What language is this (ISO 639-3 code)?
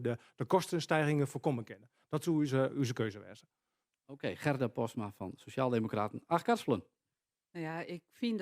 fry